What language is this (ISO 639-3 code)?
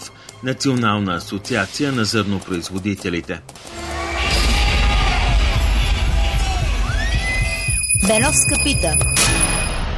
bul